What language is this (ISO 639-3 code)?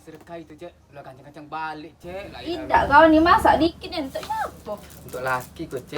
mui